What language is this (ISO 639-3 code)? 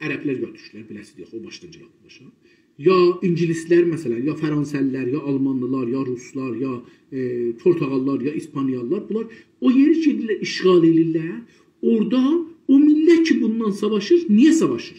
azb